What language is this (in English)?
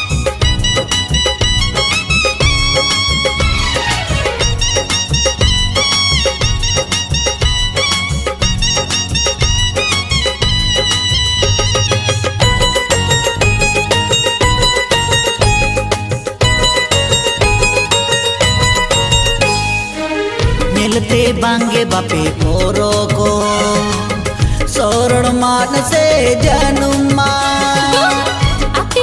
Santali